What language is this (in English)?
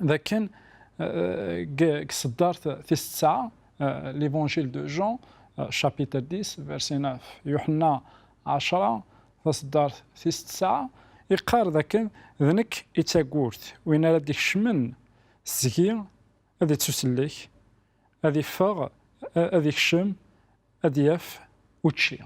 Kabyle